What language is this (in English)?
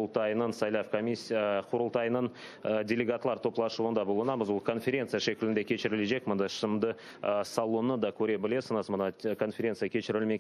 Crimean Tatar